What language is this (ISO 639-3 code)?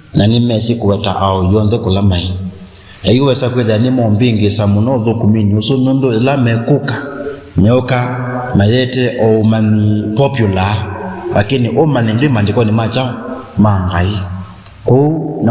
kam